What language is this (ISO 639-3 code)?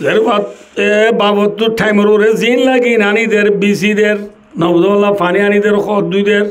rhg